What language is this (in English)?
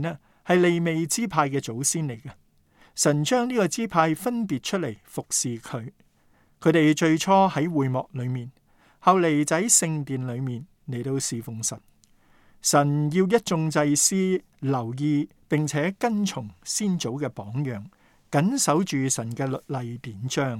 Cantonese